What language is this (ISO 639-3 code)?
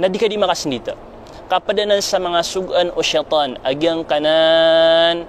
mrw